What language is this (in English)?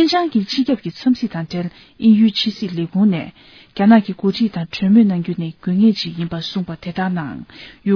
Tibetan